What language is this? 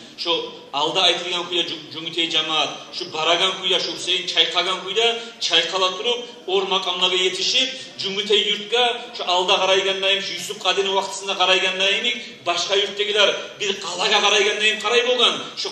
Kumyk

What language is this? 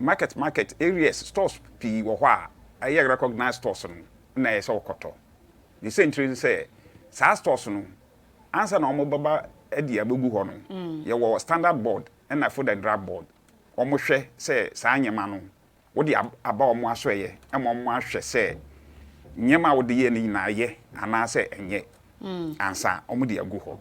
Akan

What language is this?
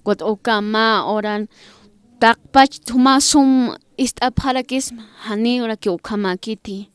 Aymara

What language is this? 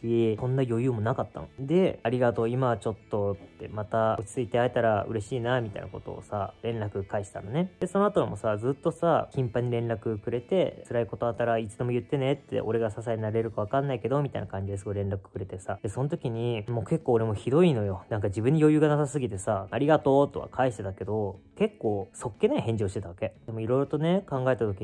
Japanese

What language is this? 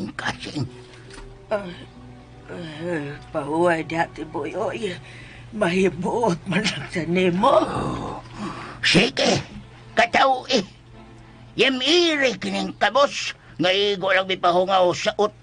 Cebuano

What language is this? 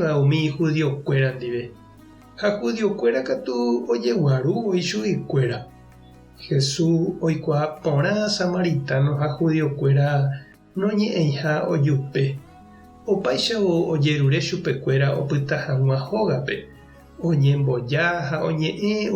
Guarani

